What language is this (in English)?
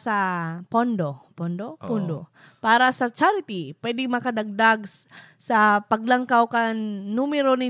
Bikol